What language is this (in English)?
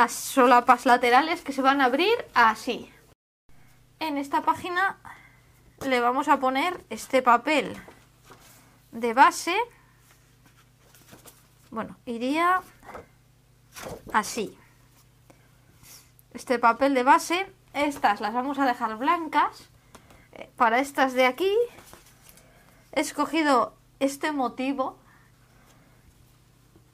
Spanish